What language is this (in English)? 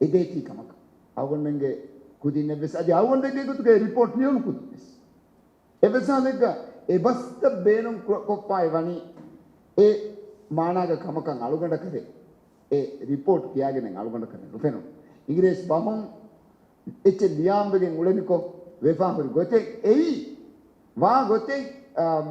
Divehi